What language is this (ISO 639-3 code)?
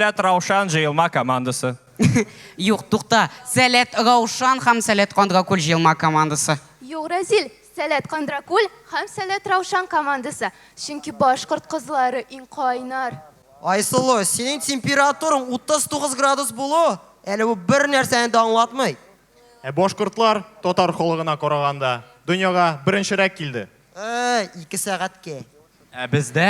tat